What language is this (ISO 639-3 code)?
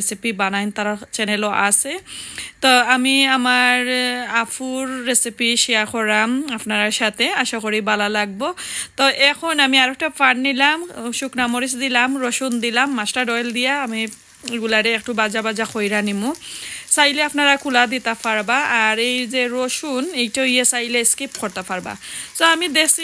syl